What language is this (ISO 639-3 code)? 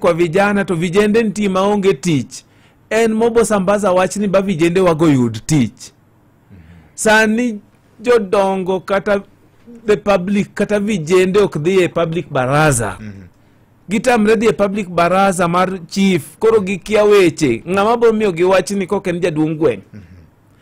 luo